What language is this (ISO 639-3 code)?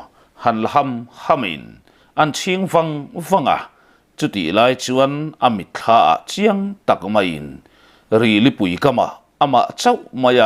lus